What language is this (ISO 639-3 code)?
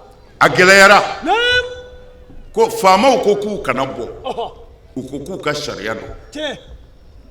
bam